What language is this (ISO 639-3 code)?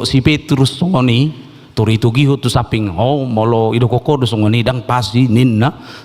bbc